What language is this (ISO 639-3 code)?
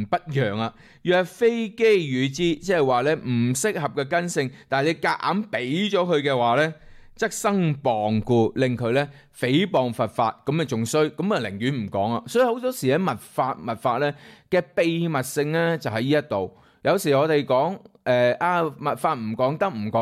yue